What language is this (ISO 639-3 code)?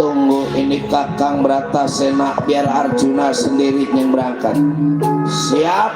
bew